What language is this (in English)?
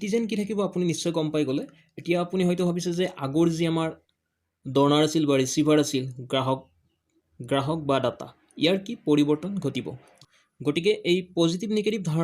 Assamese